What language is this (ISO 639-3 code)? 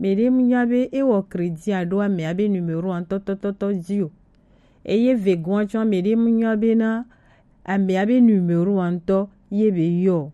gej